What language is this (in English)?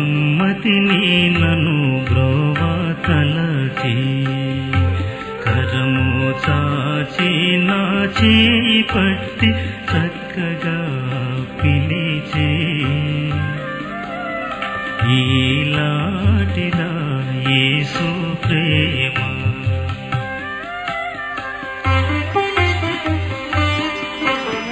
Telugu